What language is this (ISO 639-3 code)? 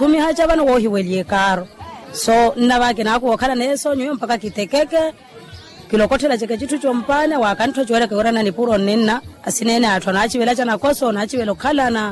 vmw